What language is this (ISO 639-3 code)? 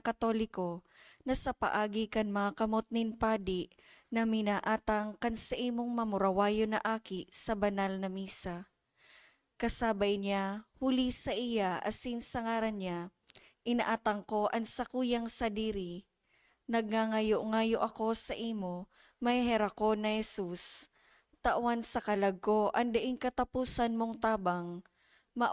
bik